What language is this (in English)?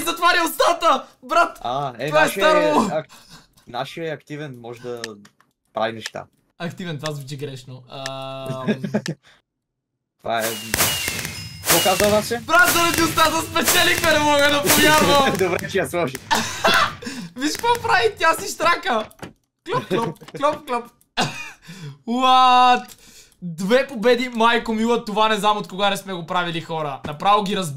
Bulgarian